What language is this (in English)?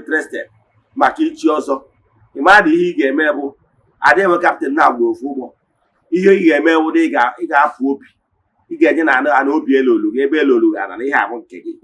Igbo